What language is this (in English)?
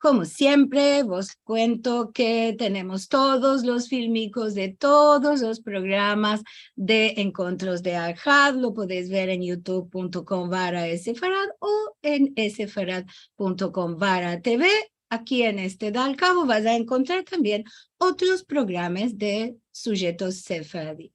Ladino